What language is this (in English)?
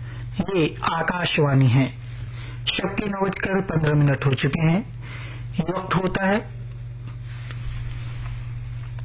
Urdu